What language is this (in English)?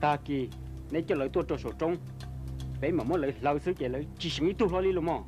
Hmong